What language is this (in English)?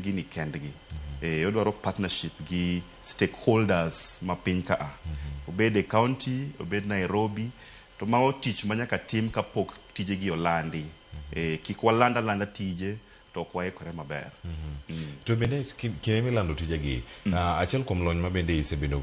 Luo (Kenya and Tanzania)